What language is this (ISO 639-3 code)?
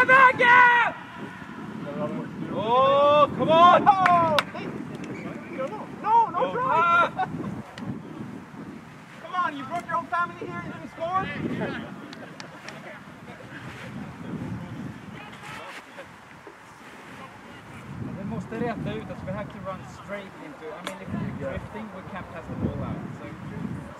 swe